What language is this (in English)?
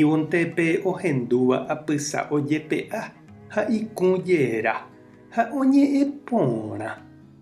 Guarani